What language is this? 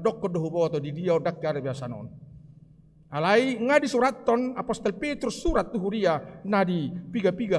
Batak Toba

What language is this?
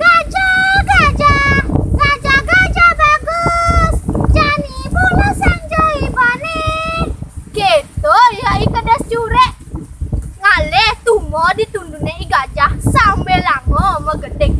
Balinese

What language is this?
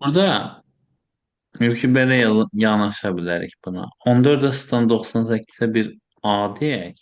Azerbaijani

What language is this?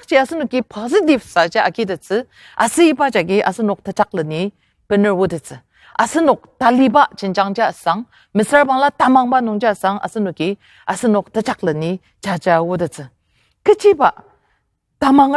Ao Naga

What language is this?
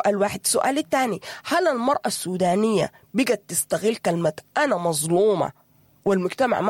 Sudanese Arabic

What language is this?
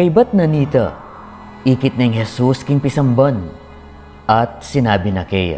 Pampanga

